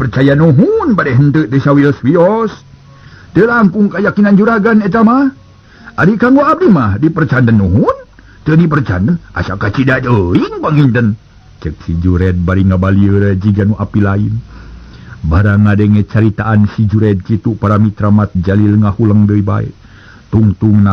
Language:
Sundanese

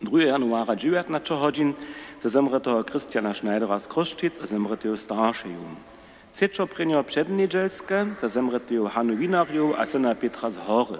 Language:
Upper Sorbian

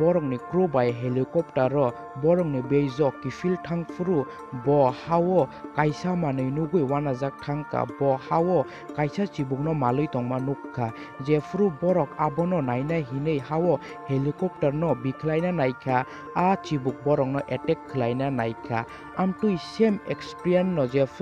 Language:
Kok Borok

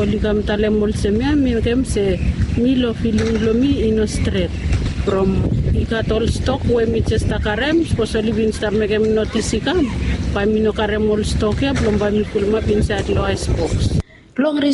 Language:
Bislama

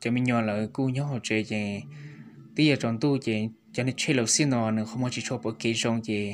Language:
Hmong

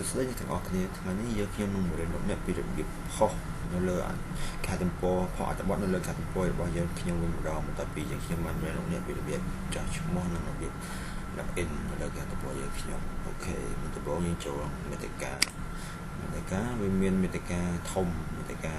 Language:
Khmer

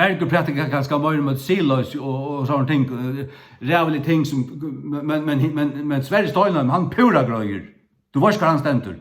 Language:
Faroese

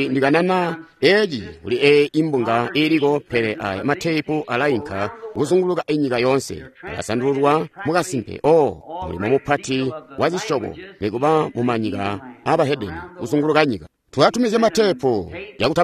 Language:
Tonga (Zambia)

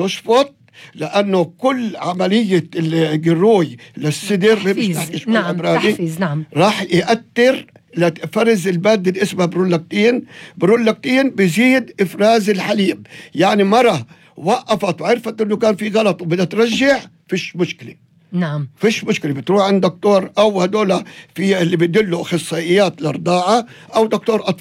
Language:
North Levantine Arabic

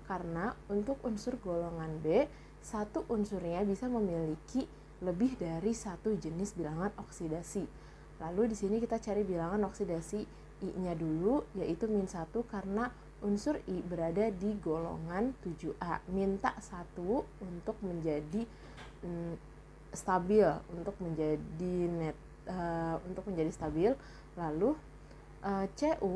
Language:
Indonesian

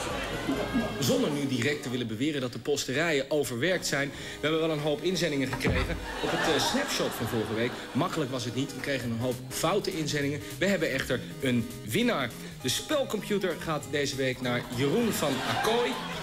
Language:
Dutch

